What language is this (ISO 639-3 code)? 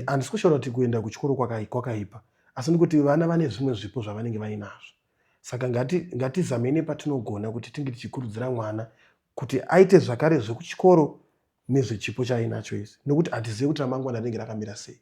sna